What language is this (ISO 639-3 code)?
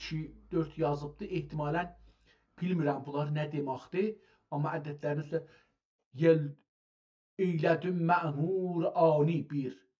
azb